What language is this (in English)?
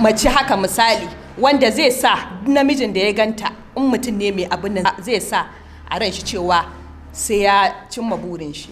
Hausa